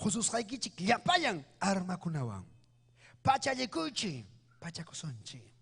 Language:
Ayacucho Quechua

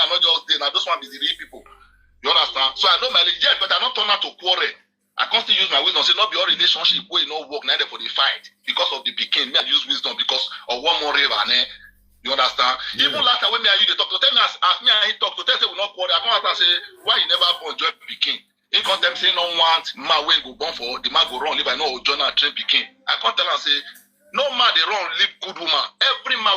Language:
Nigerian Pidgin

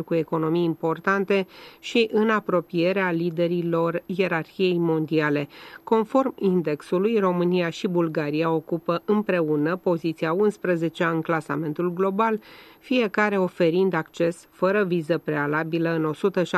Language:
Romanian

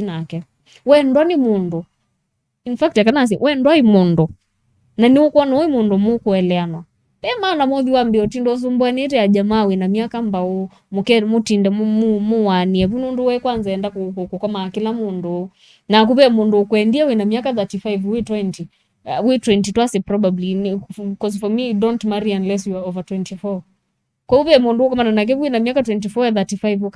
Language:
Kamba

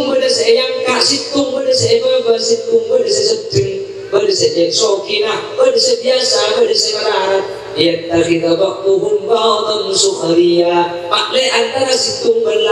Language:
Madurese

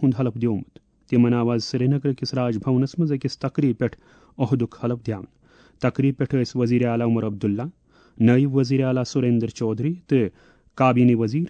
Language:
Kashmiri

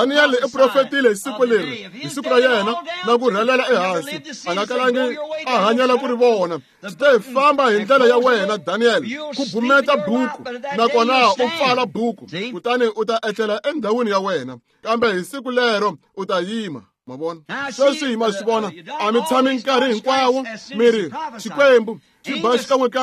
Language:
Tsonga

